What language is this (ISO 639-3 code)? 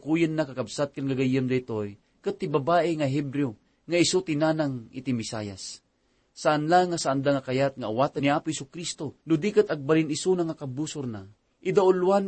ilo